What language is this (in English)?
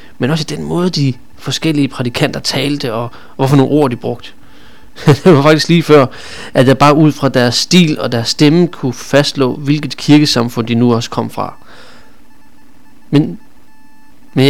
Danish